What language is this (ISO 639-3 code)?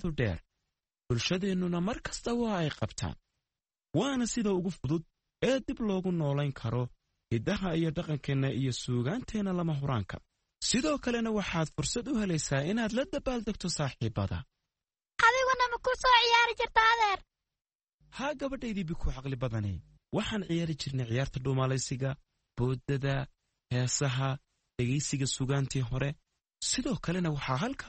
som